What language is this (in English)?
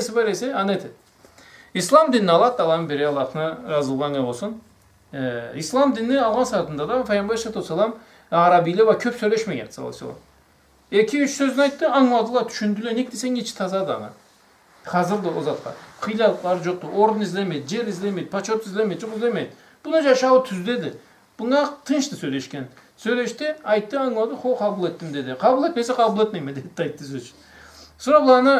Karachay-Balkar